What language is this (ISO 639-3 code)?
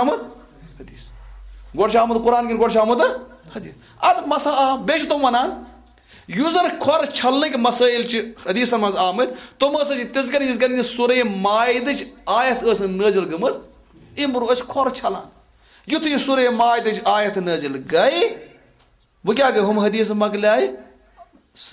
kas